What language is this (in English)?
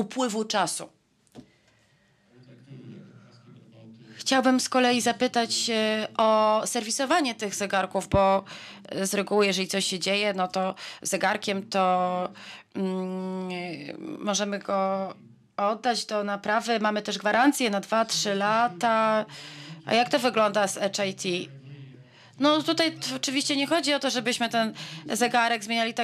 Polish